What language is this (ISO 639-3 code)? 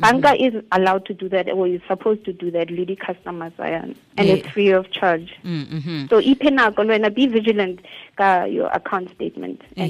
tsn